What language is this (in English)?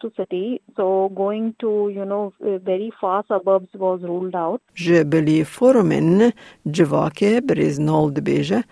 Kurdish